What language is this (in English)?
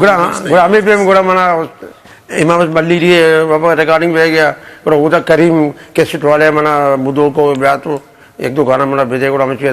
Eastern Balochi